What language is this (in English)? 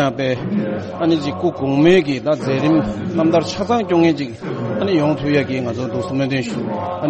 Tibetan